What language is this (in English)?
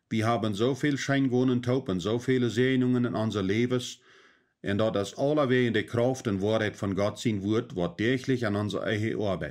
Plautdietsch